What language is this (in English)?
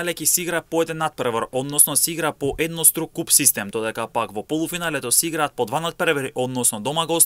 Macedonian